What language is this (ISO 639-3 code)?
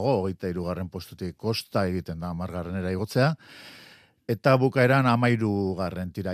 eus